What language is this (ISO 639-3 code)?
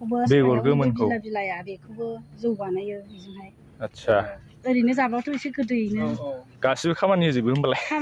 brx